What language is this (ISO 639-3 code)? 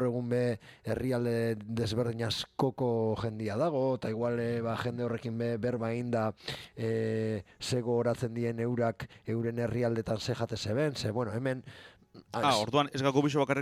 eus